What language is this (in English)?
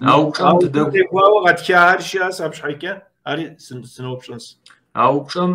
Kabardian